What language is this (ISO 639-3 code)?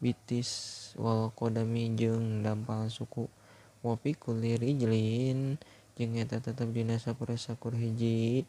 sun